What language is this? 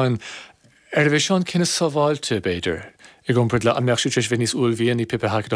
Irish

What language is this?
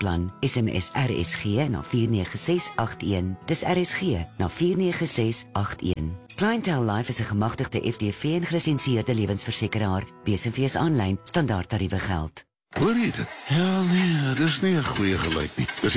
Afrikaans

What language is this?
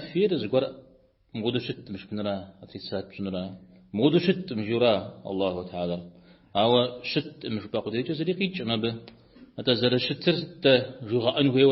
Kabardian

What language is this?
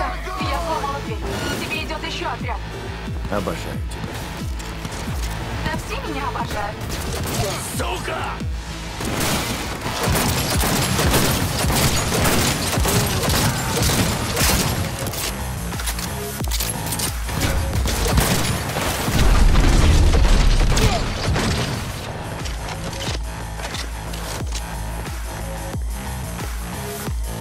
Russian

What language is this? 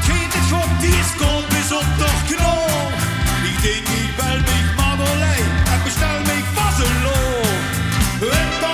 Limburgish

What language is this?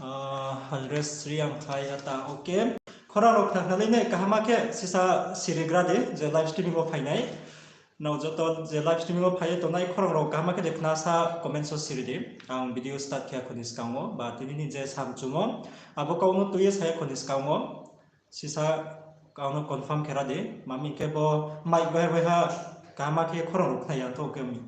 Riang (India)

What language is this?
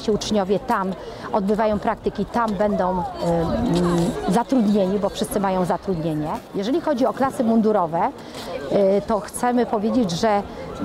Polish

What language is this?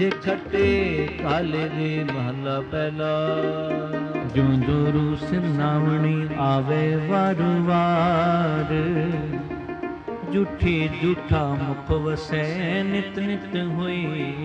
Punjabi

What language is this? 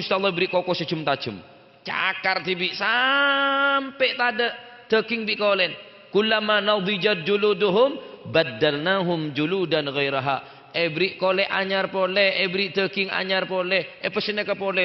Madurese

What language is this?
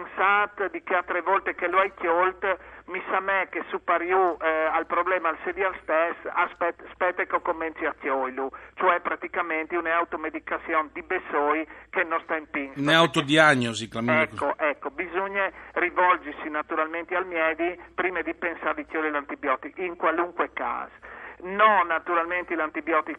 Friulian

